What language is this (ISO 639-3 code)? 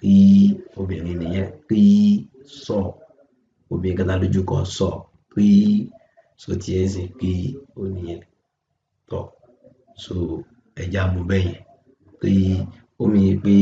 yor